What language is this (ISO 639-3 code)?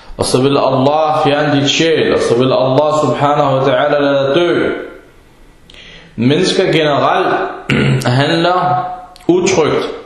dan